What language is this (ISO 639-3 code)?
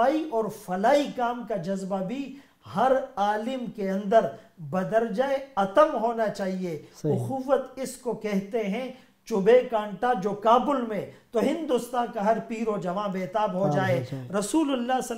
urd